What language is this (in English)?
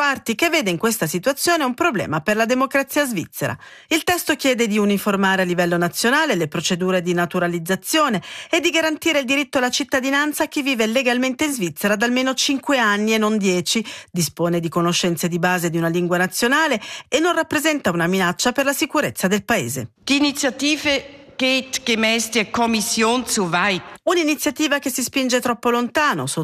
Italian